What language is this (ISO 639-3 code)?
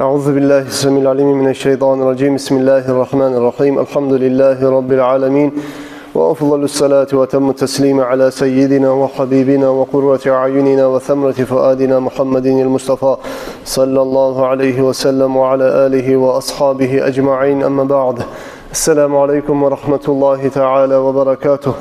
kum